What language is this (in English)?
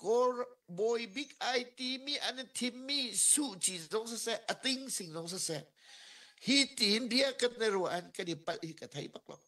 Hakha Chin